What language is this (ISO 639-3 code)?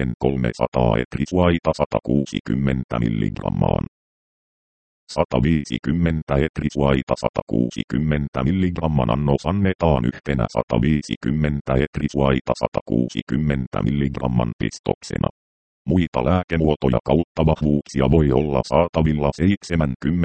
fin